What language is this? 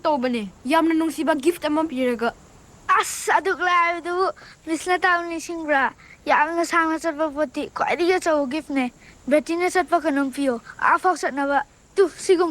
Manipuri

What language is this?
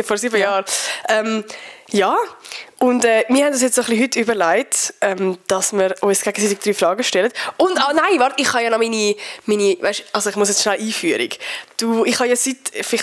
Swiss German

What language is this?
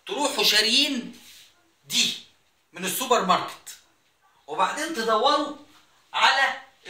Egyptian Arabic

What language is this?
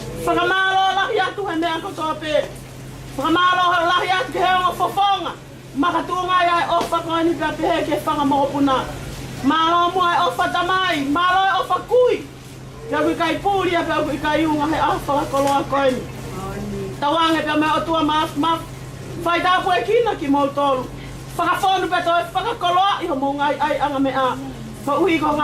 Tongan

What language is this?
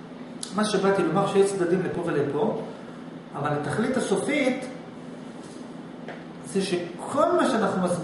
Hebrew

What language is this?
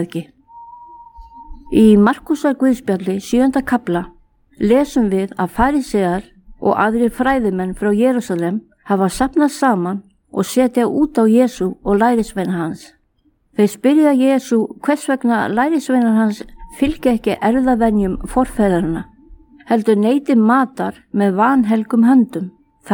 Icelandic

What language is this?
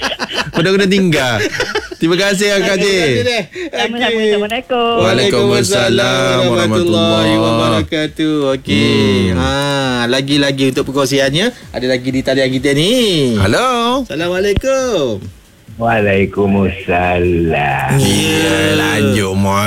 Malay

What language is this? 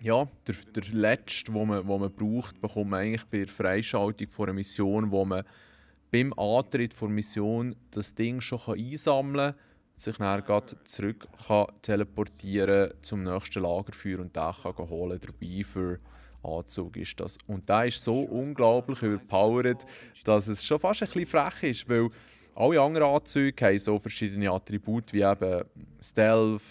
Swiss German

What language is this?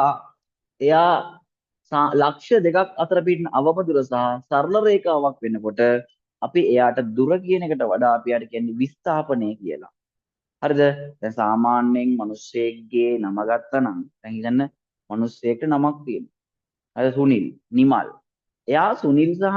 Sinhala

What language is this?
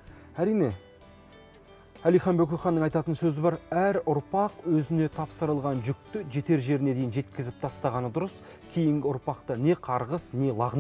Kazakh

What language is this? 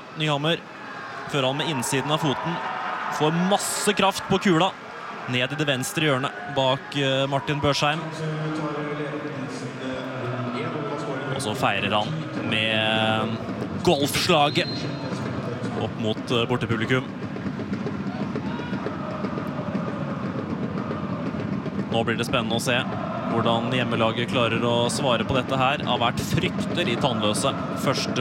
Norwegian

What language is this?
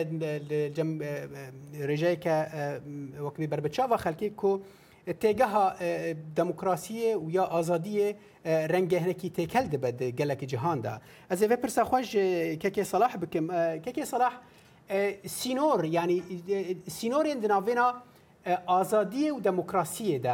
Kurdish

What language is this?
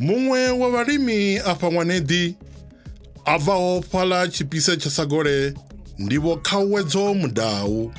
Venda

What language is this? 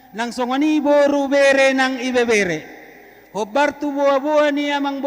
Batak Toba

